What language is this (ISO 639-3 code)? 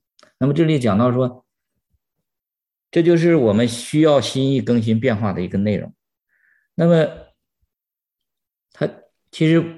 zho